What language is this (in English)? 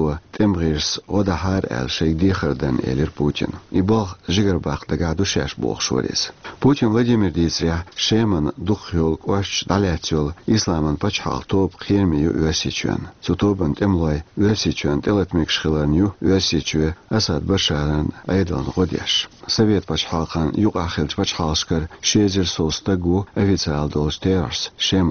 Chechen